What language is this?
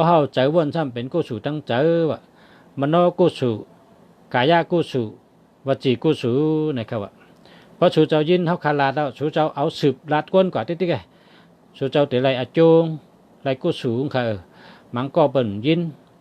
Shan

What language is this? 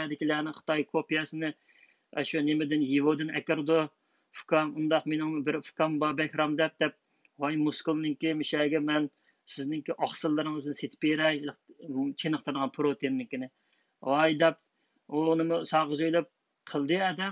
Uyghur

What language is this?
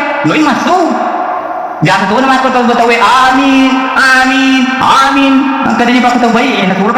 Buginese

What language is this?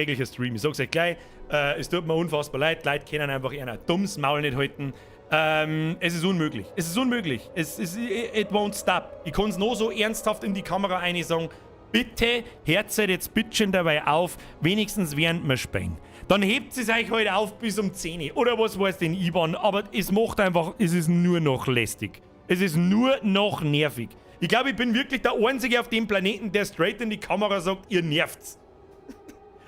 Bavarian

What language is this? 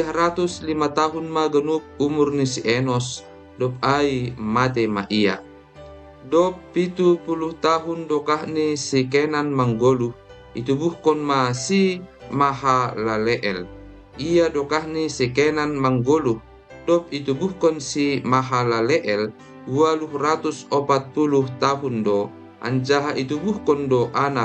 Batak Simalungun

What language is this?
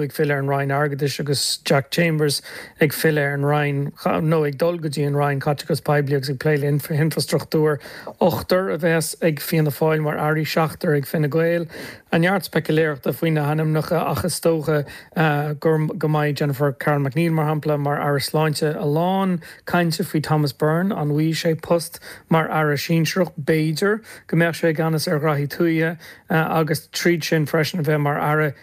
Irish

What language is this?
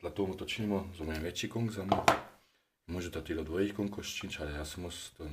Upper Sorbian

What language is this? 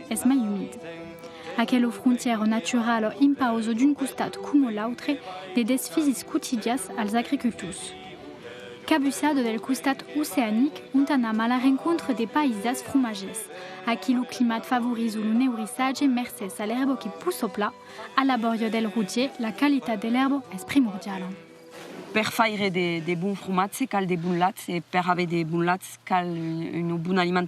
Occitan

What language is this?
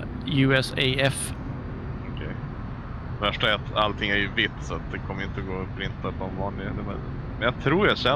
Swedish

